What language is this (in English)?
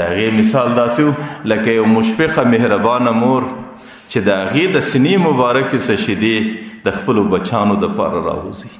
Pashto